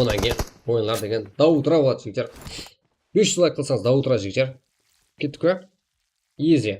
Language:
Kara-Kalpak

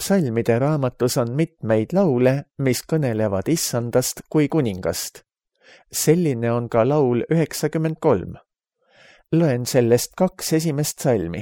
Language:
Estonian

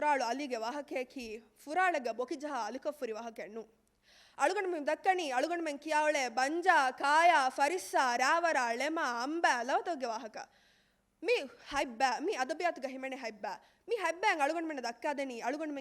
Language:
Divehi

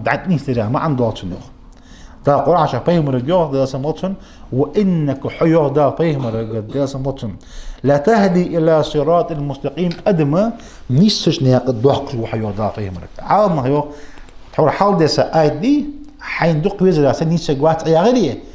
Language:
Ingush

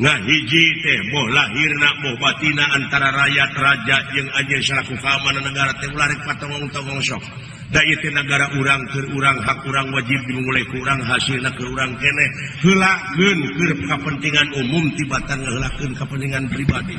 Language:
Sundanese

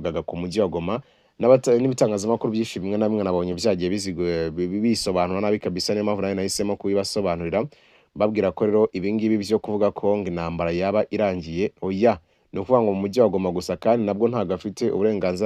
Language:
Kinyarwanda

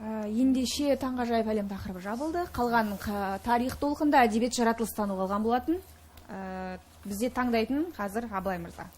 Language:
Kazakh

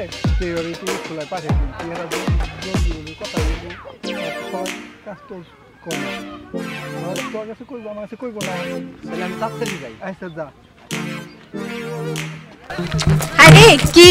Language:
Bangla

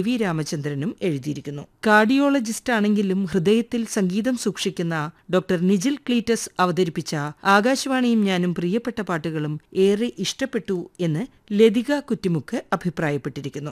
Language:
Malayalam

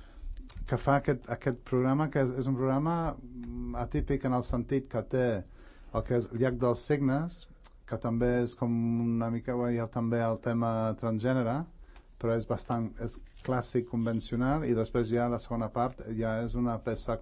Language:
Catalan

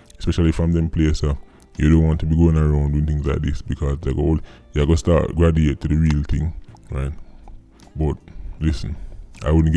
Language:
Jamaican Creole English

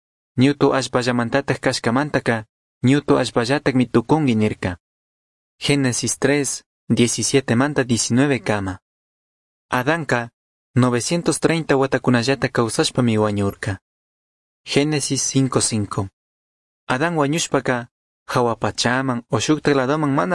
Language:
Chimborazo Highland Quichua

